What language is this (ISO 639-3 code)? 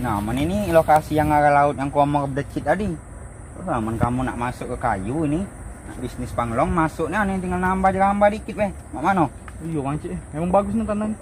mui